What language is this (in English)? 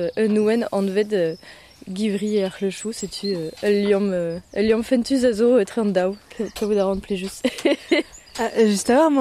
Breton